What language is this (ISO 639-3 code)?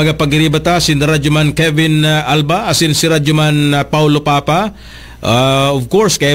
bik